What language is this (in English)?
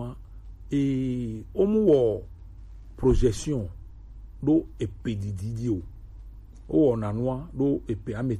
Gen